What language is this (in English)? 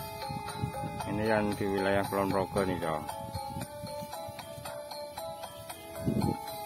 Indonesian